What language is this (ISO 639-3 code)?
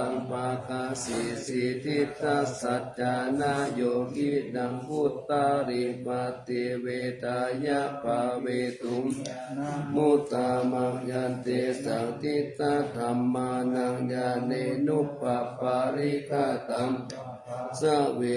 pli